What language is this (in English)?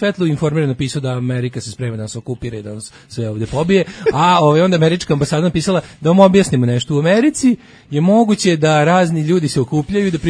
Serbian